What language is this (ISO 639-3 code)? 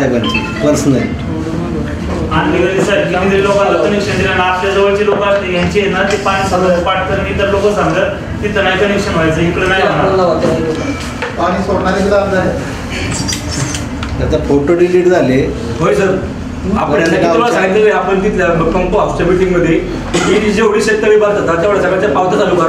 mar